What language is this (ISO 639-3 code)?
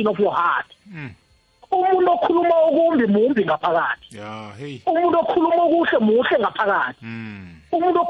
nbl